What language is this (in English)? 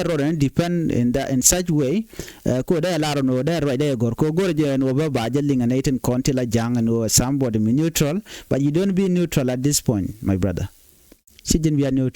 Nuer